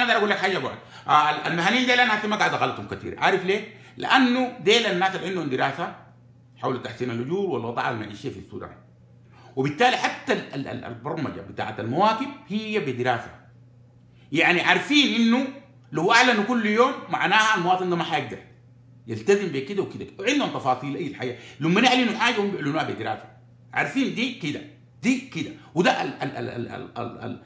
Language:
Sudanese Arabic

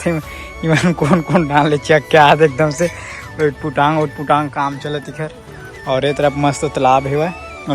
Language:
Chhattisgarhi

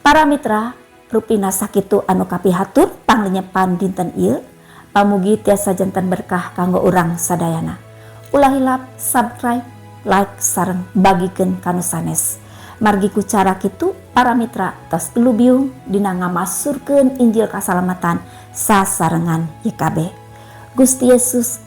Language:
Sundanese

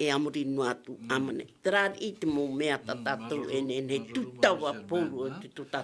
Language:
Tahitian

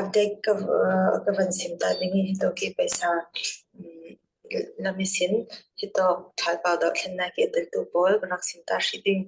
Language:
Falam Chin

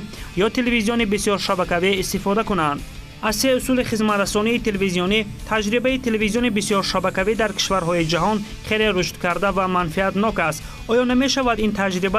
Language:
Tajik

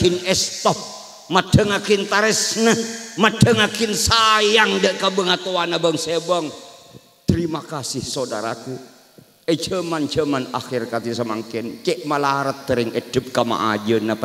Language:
Madurese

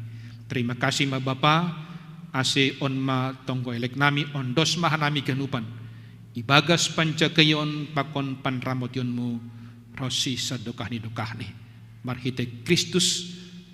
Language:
Batak Simalungun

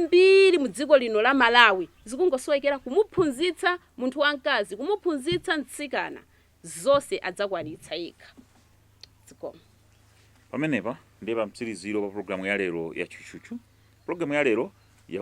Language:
Nyanja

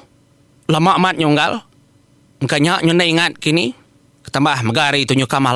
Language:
Iban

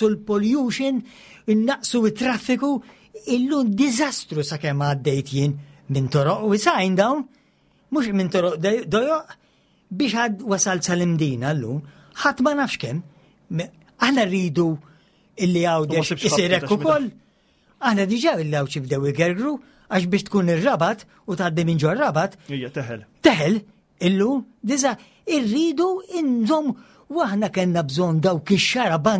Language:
Maltese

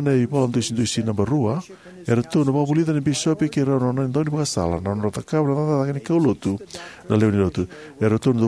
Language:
Fijian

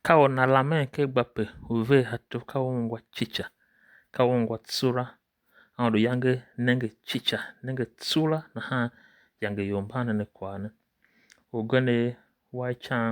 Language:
Tiv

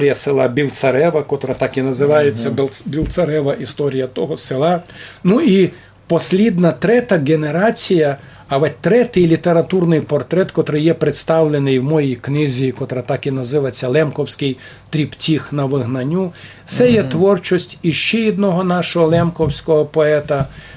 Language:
Rusyn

